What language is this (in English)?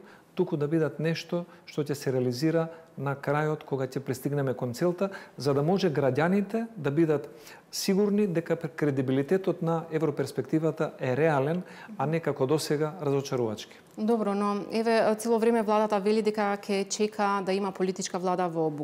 Macedonian